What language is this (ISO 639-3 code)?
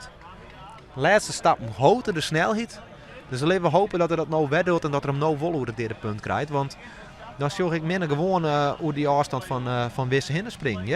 fry